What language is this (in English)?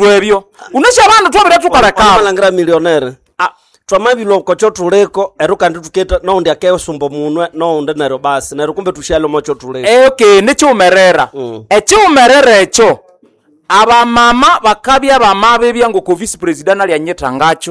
Nande